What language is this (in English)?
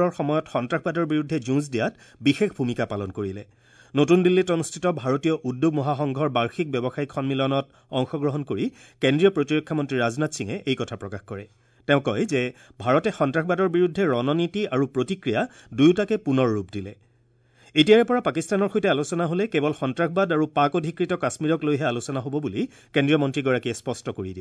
Assamese